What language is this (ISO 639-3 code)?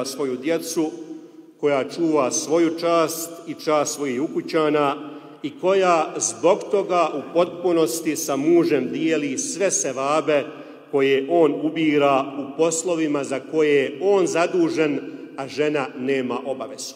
bos